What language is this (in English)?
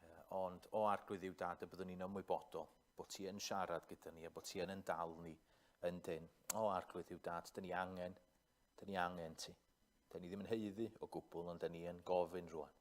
Welsh